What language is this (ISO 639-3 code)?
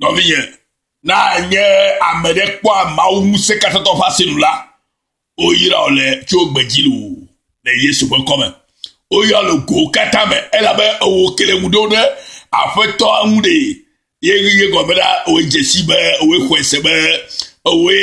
ewe